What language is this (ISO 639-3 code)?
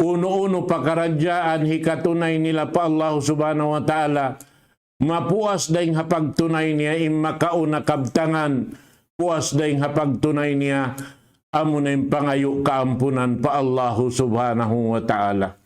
tsg